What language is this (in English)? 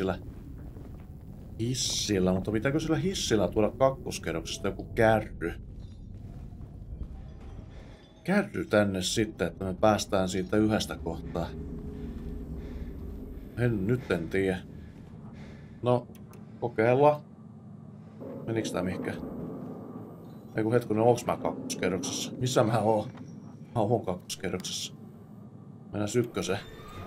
Finnish